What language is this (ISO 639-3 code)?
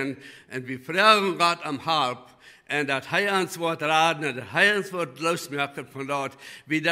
pdt